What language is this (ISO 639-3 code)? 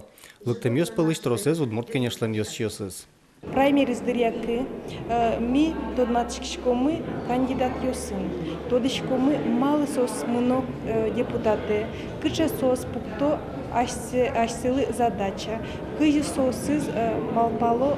udm